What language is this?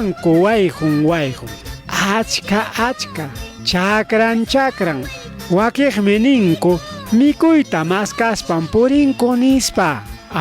Ayacucho Quechua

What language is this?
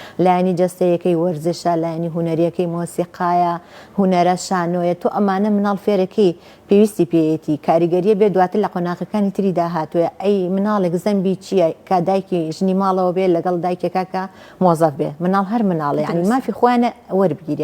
Central Kurdish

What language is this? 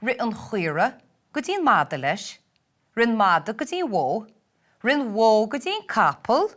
Irish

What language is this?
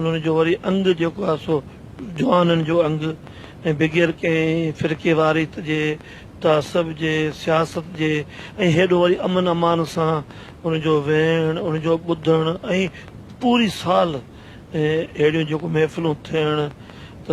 Sindhi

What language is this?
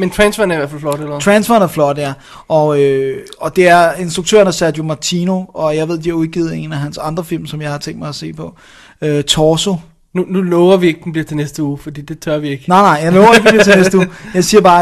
Danish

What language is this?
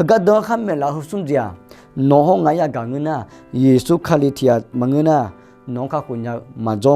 Akha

